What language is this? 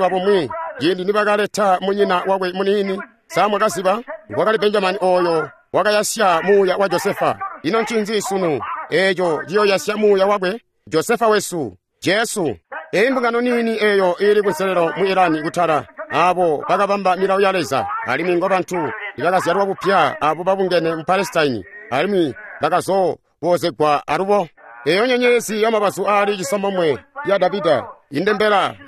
Tonga (Zambia)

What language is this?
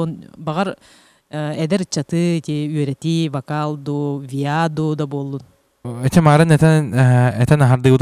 Yakut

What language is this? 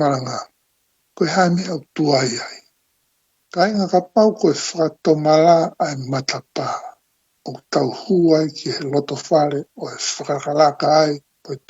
Tongan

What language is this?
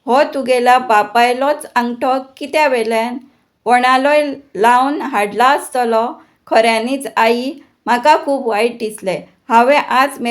Konkani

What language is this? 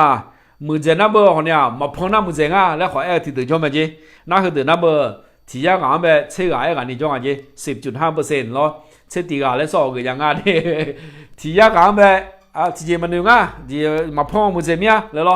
Akha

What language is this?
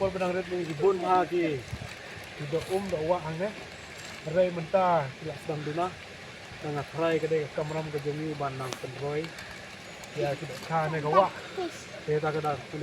Khasi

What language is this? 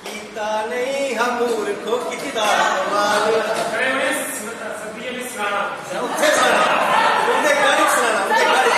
Dogri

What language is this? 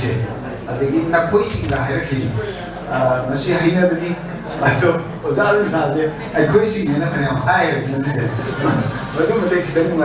Manipuri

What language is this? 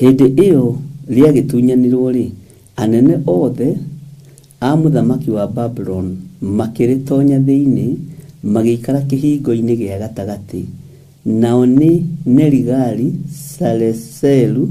Kikuyu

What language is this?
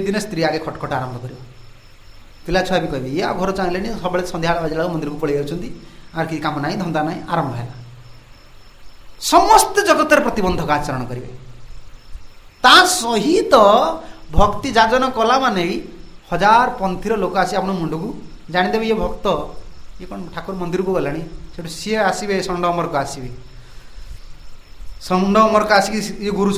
Odia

